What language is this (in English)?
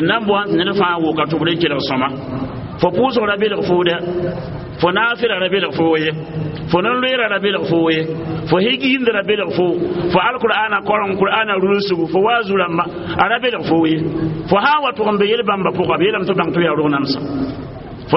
Mossi